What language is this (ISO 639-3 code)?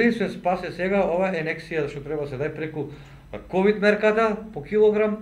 mkd